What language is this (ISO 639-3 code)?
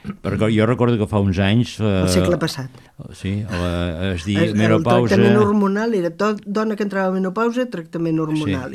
cat